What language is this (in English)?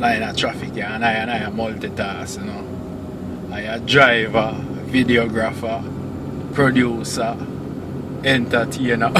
Jamaican Creole English